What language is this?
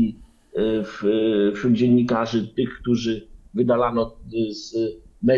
Polish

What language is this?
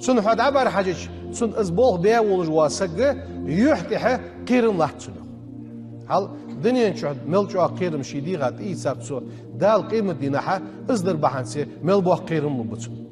Ingush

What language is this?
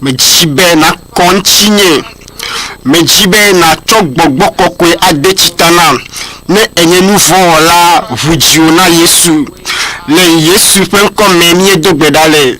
Ewe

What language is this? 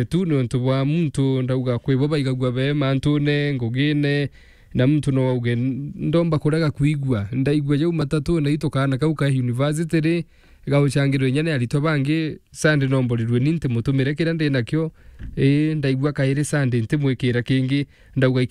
Meru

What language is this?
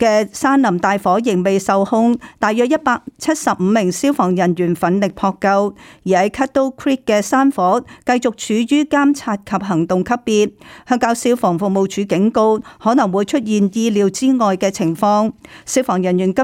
Cantonese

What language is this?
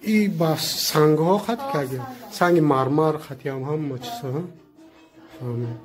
Tajik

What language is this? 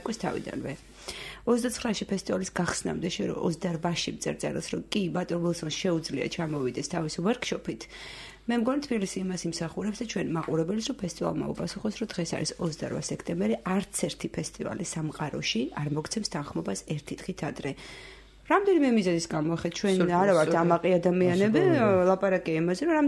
Georgian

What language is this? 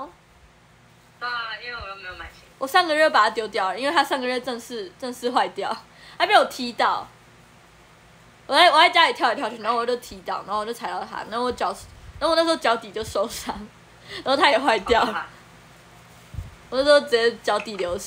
Chinese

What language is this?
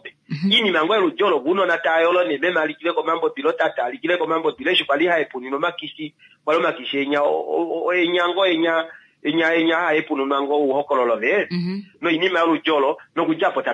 Kuanyama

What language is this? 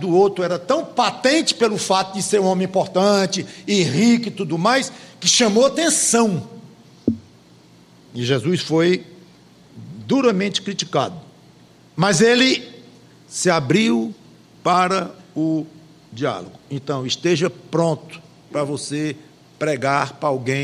Portuguese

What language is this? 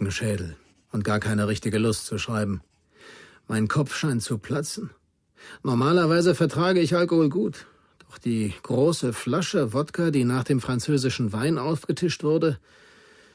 Bavarian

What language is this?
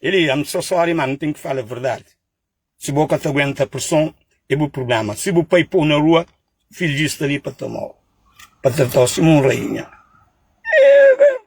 Kabuverdianu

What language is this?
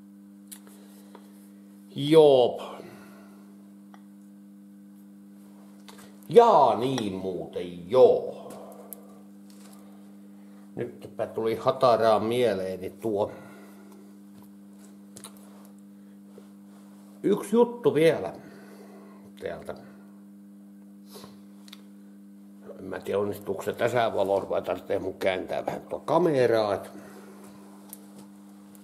Finnish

